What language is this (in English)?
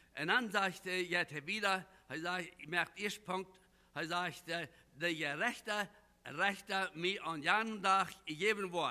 Plautdietsch